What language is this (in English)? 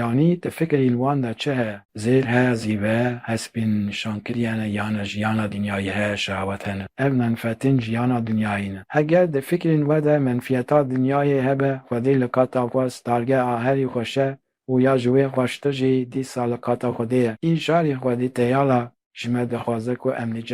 Kurdish